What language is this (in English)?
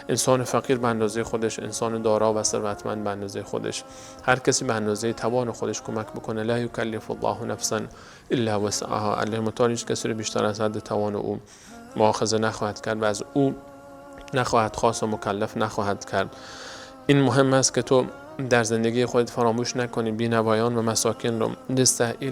Persian